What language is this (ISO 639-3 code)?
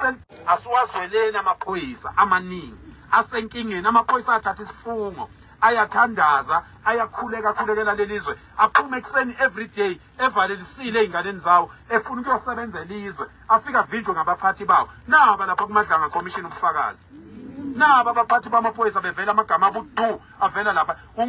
zul